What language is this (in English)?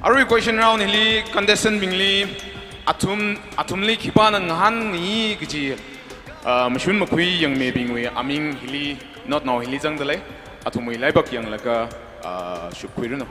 Tangkhul Naga (India)